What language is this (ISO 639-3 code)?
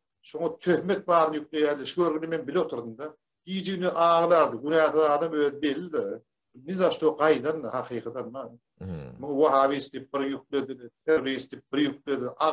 tuk